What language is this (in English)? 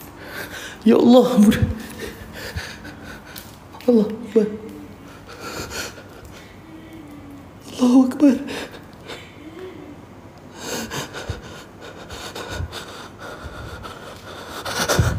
Malay